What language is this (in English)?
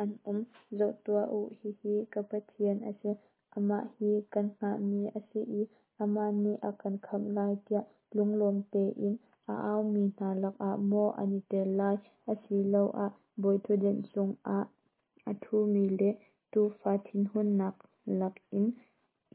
Hakha Chin